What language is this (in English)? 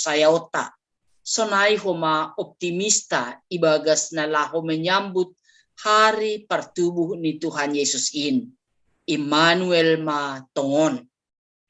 Batak Simalungun